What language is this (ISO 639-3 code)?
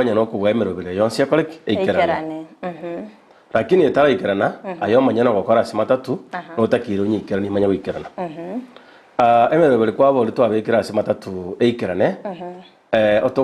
guz